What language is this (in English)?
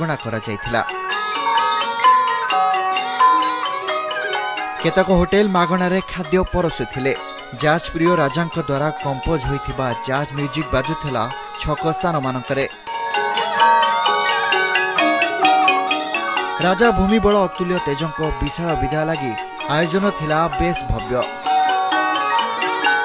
Odia